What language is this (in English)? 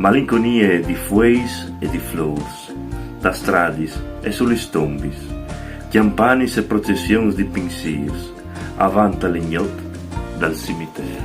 Friulian